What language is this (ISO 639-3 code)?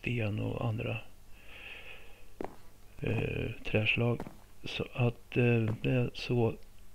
swe